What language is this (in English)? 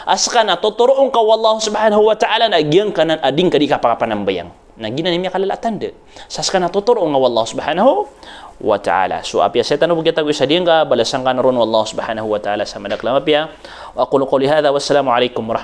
Maranao